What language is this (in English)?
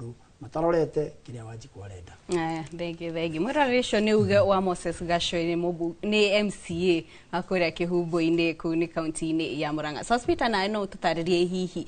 Kikuyu